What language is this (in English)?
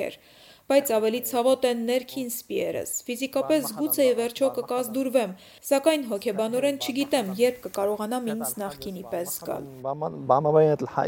Armenian